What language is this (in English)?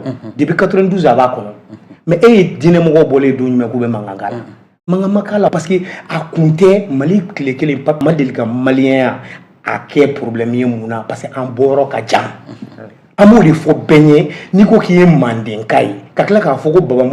Bambara